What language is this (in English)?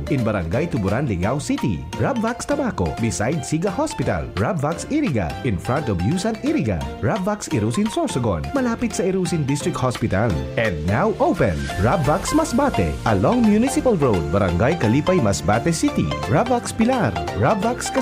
Bikol